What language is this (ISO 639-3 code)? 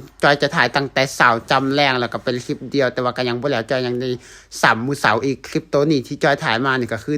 lao